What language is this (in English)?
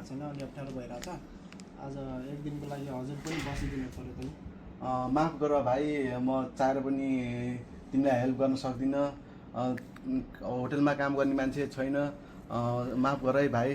Nepali